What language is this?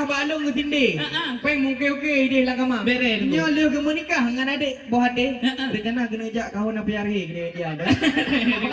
Achinese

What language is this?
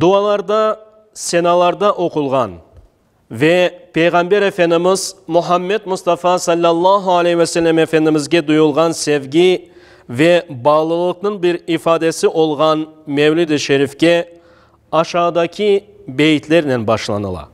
Crimean Tatar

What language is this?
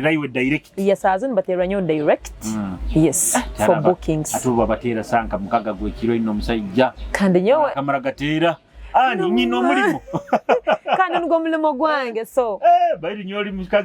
Nyoro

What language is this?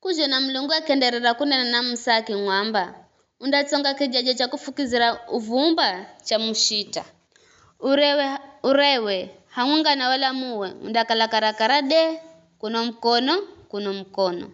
Giryama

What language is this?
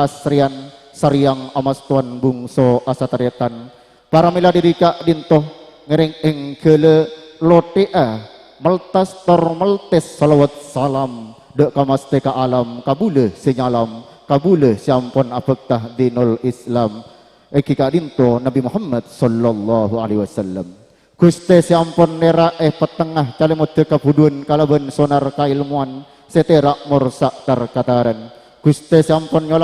Madurese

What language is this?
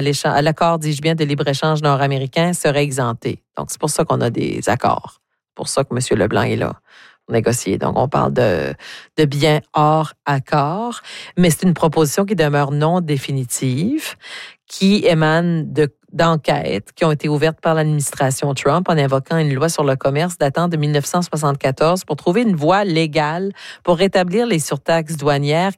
French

